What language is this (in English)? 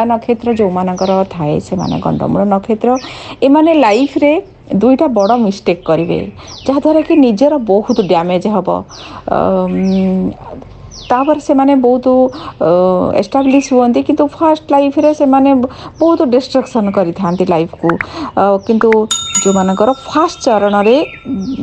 Odia